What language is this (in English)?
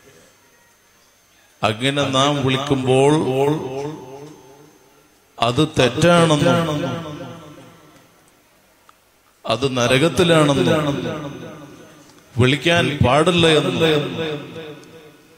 Malayalam